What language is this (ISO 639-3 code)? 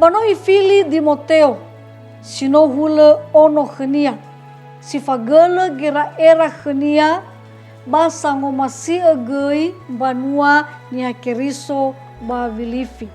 nia